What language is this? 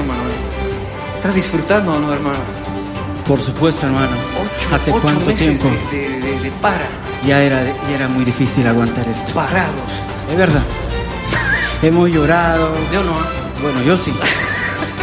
Spanish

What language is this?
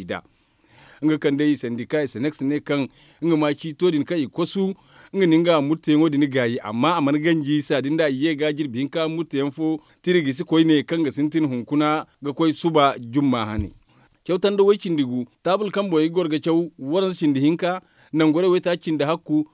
Zarma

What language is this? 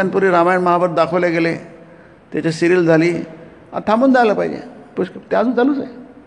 Marathi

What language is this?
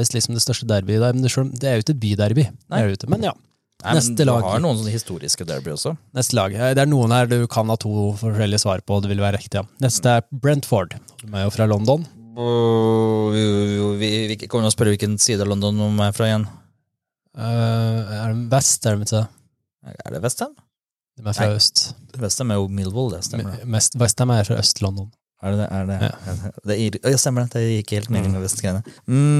Norwegian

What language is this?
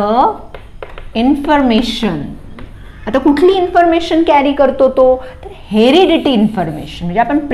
Marathi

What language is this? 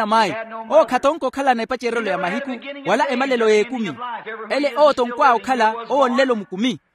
Makhuwa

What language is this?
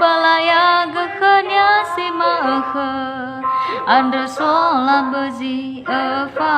Nias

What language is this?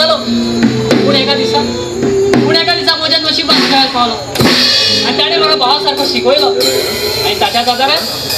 Konkani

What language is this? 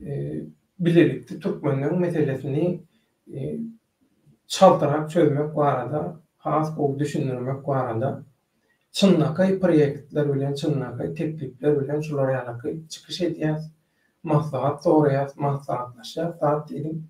Turkmen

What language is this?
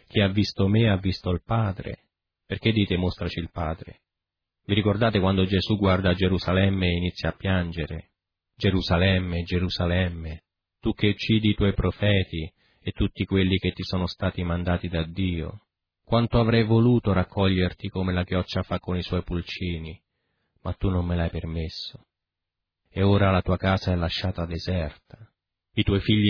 Italian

